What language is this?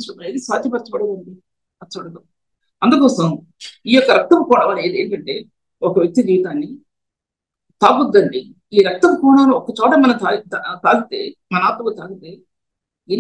Telugu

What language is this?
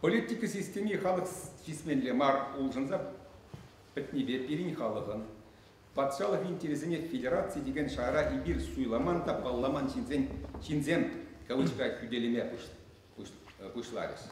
Chuvash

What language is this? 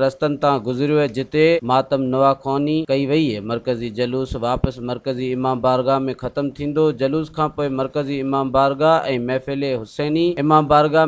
Sindhi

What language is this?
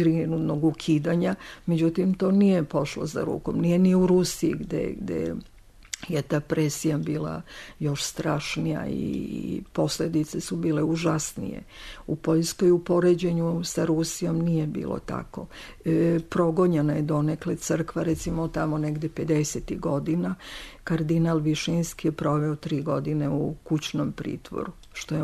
Serbian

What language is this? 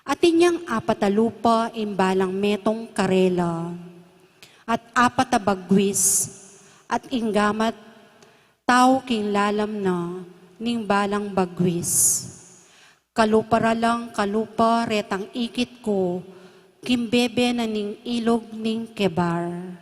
Pampanga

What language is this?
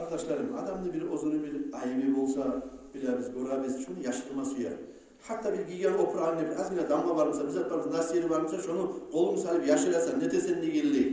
Kumyk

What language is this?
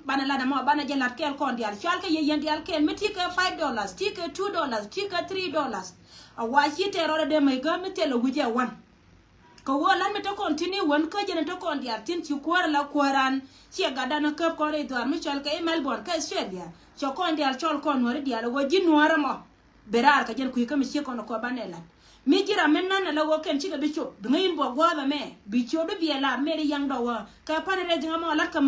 Nuer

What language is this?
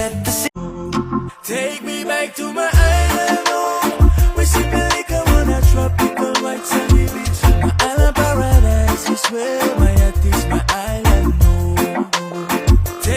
Samoan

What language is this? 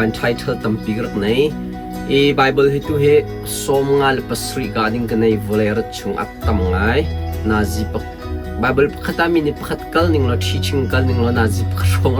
Hakha Chin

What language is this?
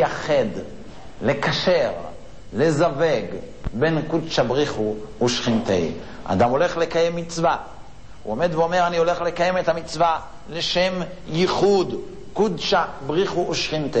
Hebrew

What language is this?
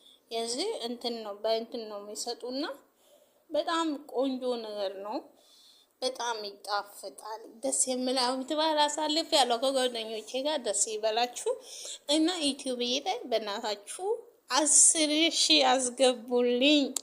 Amharic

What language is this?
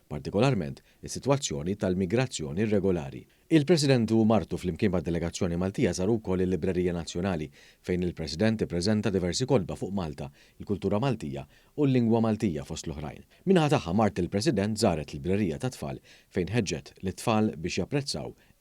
Maltese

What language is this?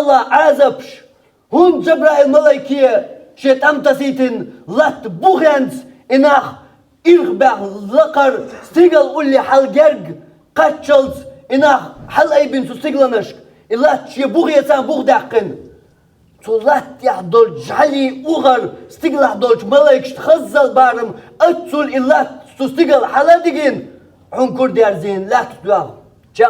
Chechen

